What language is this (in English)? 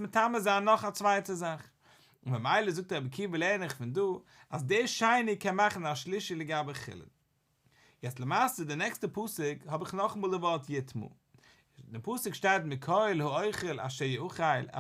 Yiddish